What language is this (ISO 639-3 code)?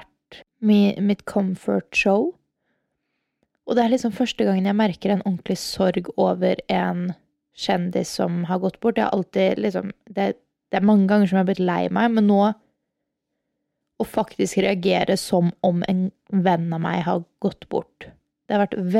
nor